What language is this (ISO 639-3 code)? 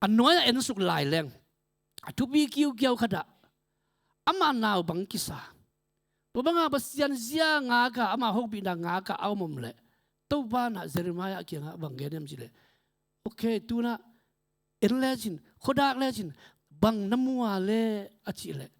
ctd